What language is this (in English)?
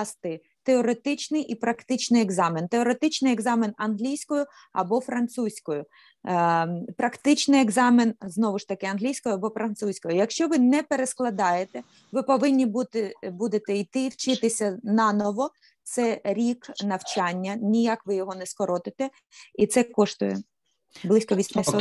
Ukrainian